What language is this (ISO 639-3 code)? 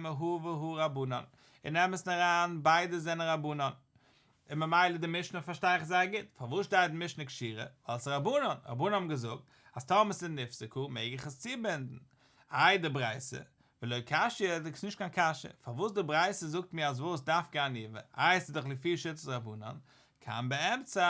yid